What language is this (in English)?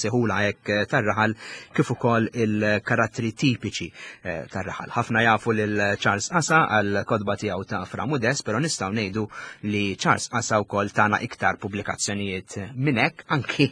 Maltese